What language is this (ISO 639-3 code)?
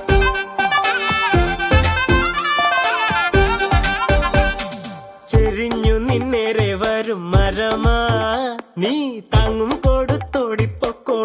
mal